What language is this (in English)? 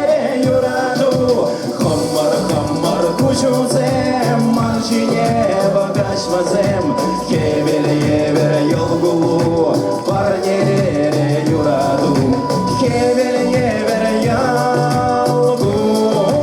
Chuvash